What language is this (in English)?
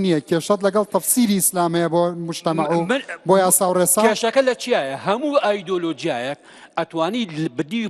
Central Kurdish